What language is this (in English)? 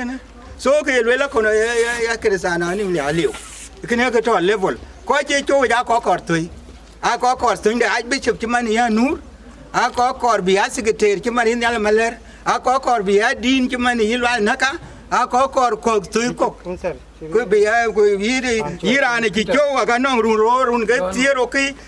Dinka